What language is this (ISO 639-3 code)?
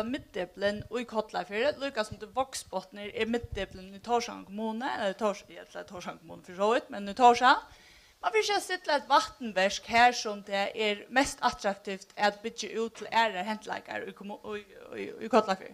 fao